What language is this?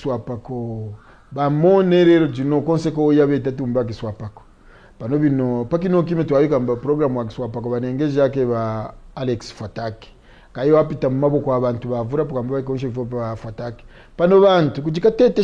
Kaonde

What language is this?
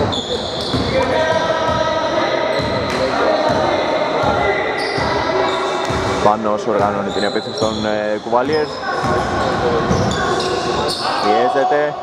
Greek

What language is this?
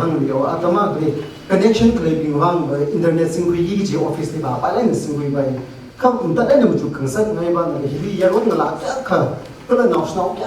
Tangkhul Naga (India)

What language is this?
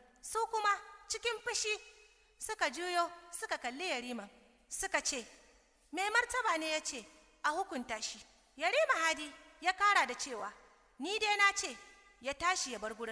Hausa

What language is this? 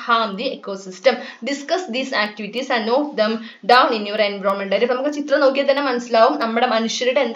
Malayalam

